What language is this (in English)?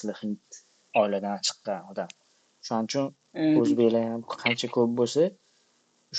Uzbek